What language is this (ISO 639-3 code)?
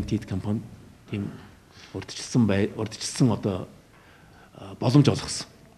mon